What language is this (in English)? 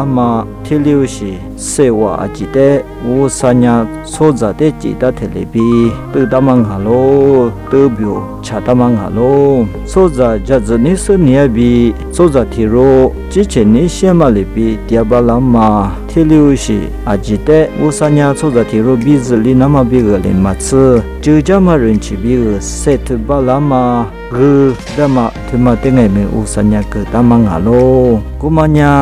Lisu